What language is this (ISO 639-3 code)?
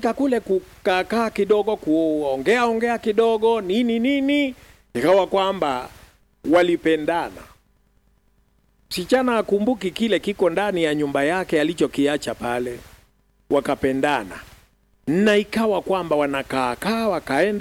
swa